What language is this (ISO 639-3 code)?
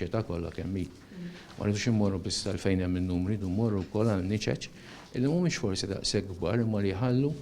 mlt